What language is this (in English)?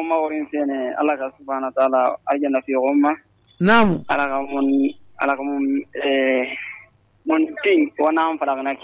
Susu